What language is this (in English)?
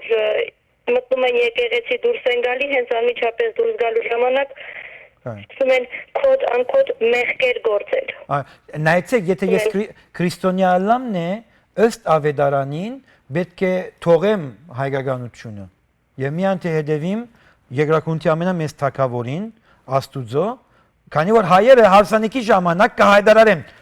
Western Armenian